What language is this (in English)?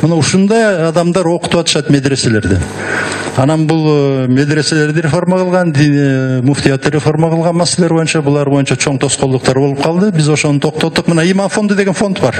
Kyrgyz